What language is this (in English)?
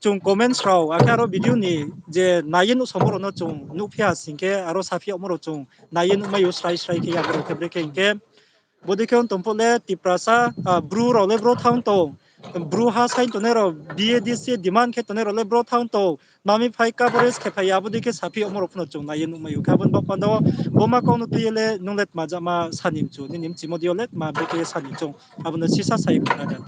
Riang (India)